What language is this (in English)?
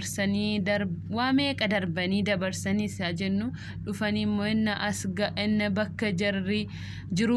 Oromo